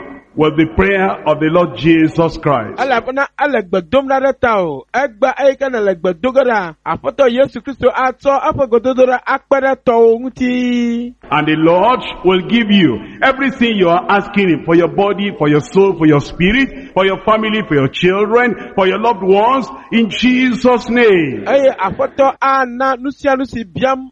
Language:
Ewe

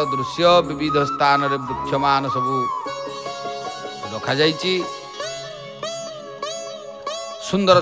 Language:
Odia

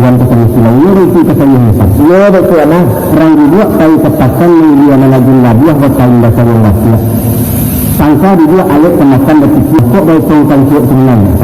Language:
Minangkabau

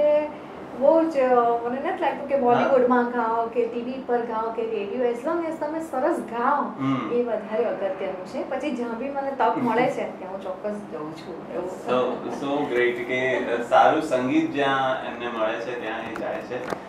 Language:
Gujarati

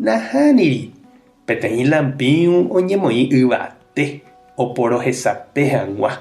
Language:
Guarani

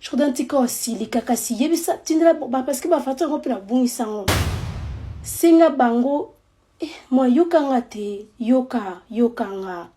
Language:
Lingala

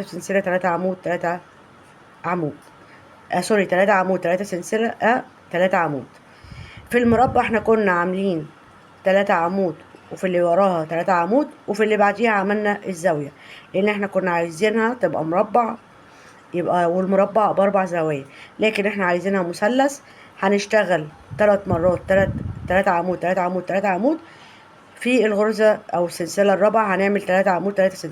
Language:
Egyptian Arabic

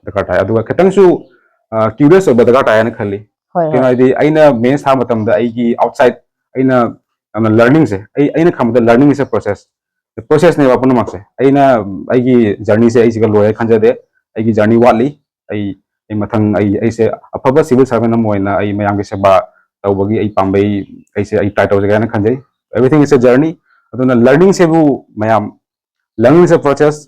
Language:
Manipuri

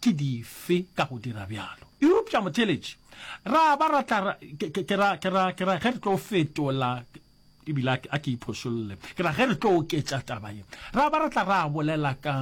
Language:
Northern Sotho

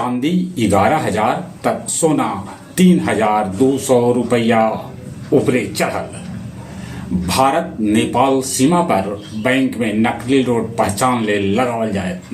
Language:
Magahi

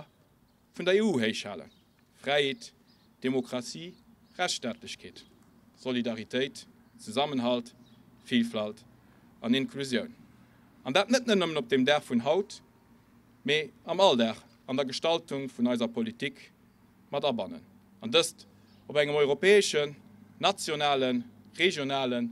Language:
Luxembourgish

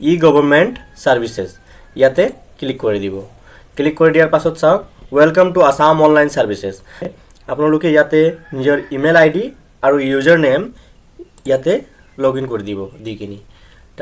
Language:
Assamese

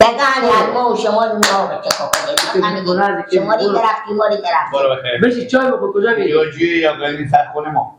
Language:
Persian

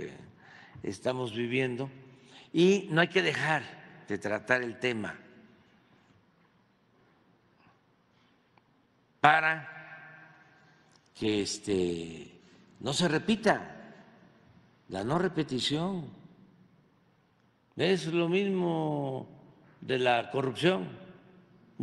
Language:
Spanish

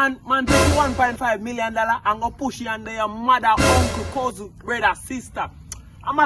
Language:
Jamaican Creole English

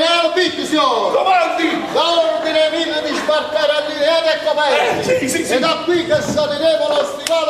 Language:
Neapolitan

